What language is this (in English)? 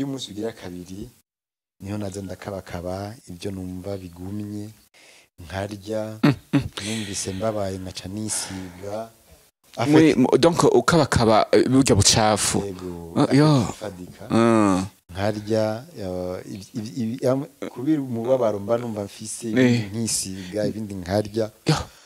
Rundi